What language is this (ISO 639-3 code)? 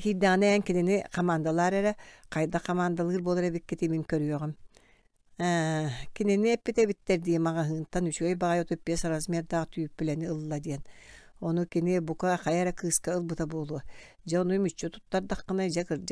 sah